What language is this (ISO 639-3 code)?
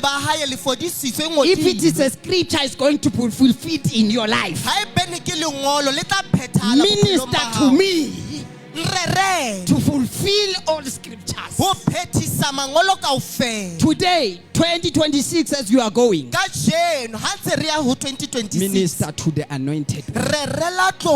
sot